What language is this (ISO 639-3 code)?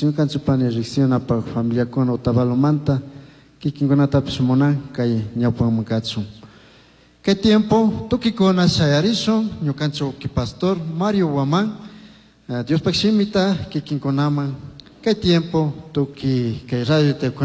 qug